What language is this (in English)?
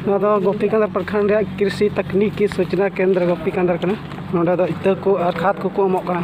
Santali